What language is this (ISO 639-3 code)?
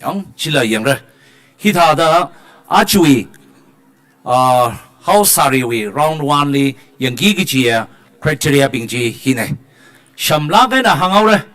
nmf